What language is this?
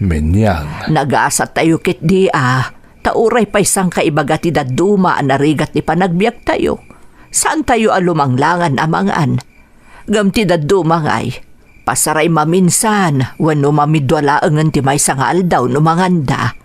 Iloko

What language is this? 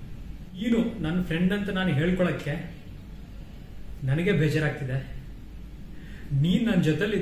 Kannada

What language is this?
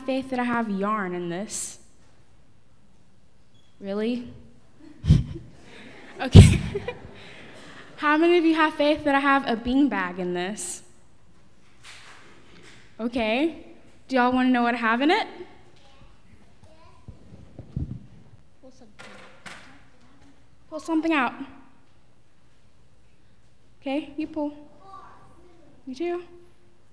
English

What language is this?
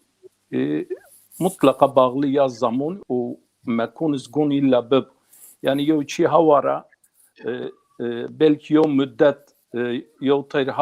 Zaza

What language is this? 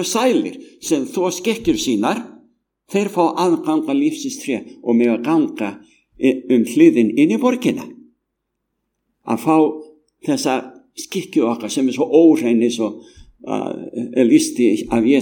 Icelandic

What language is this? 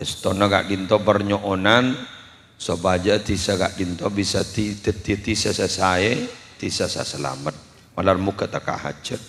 Madurese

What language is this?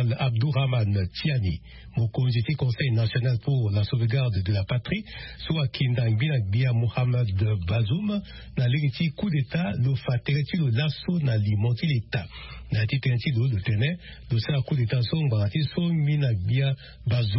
Sango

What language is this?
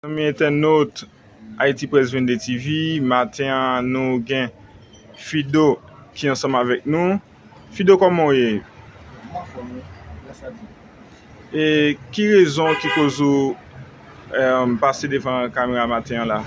Haitian Creole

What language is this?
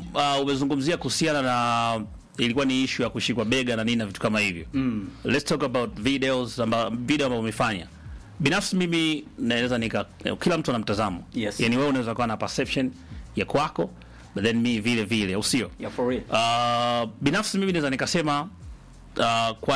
Swahili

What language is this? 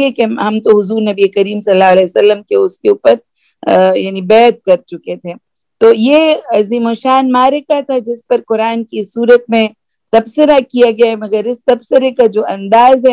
Urdu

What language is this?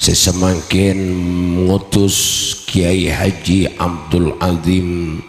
Madurese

